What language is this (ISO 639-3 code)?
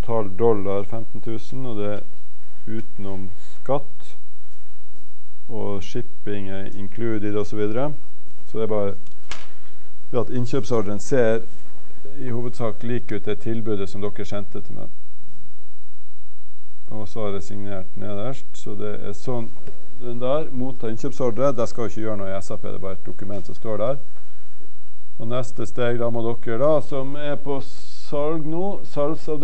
nor